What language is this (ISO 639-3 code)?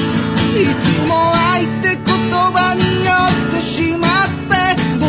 jpn